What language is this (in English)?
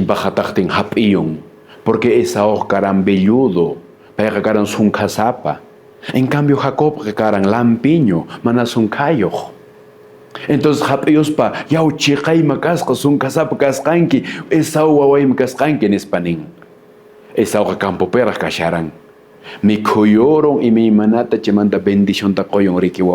Quechua